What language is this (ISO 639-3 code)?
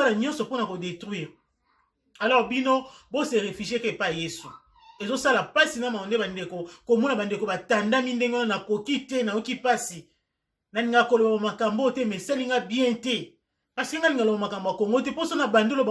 lin